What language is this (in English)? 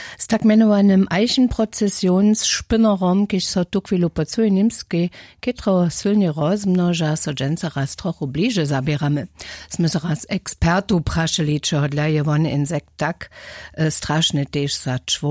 Upper Sorbian